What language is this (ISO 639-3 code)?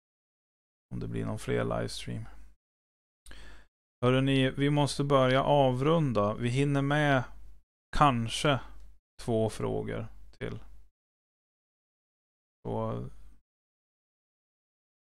swe